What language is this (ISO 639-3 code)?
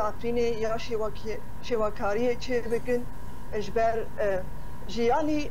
kur